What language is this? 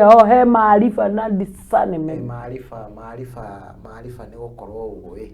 Kikuyu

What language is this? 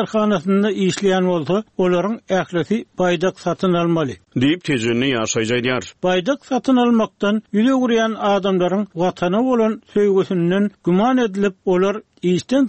Turkmen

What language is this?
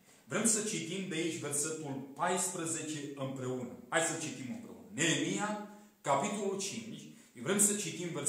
Romanian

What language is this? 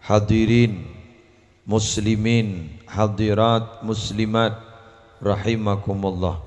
Madurese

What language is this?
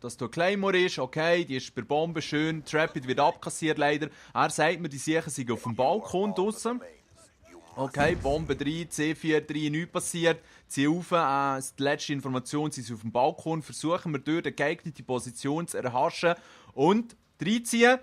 Swiss German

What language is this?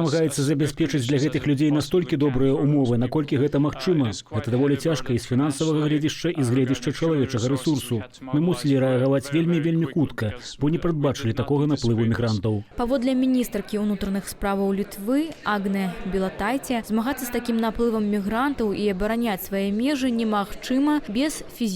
Belarusian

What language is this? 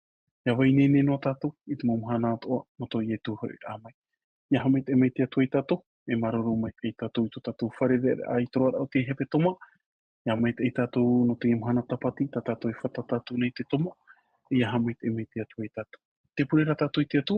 Tahitian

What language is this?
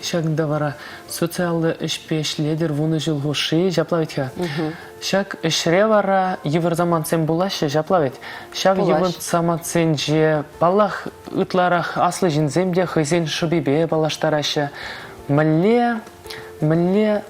Chuvash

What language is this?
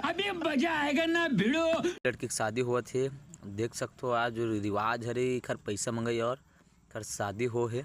Chhattisgarhi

